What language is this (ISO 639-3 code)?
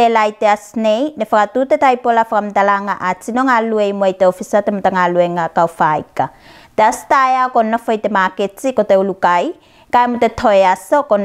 tvl